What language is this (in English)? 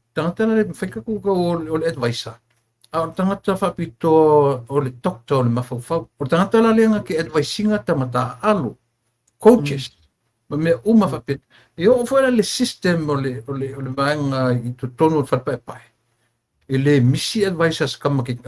Samoan